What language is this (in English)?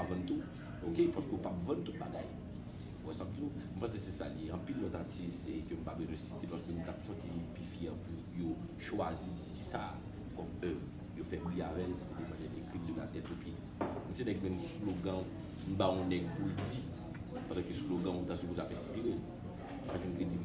Haitian Creole